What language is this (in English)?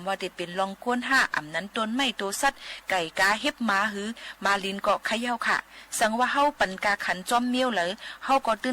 Shan